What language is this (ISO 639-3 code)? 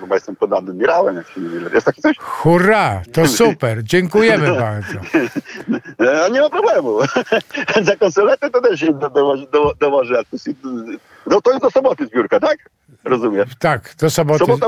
pol